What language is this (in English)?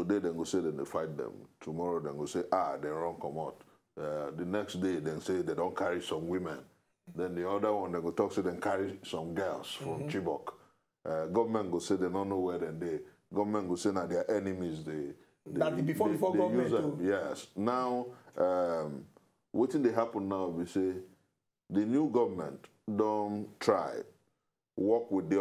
Nigerian Pidgin